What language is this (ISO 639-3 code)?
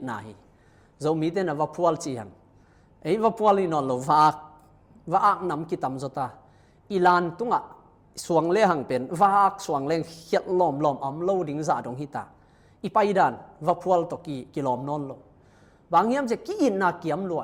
ctd